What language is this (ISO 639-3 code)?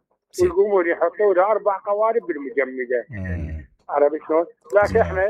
acm